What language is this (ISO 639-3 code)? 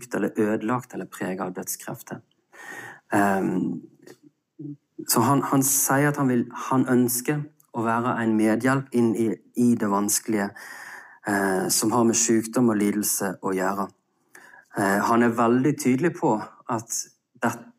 nor